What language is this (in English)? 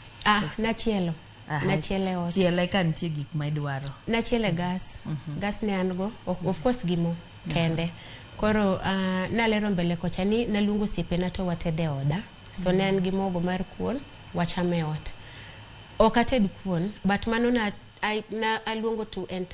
Luo (Kenya and Tanzania)